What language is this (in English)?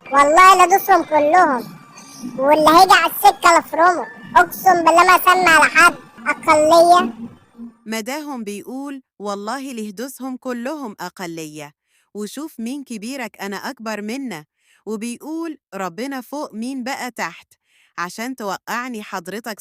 Egyptian Arabic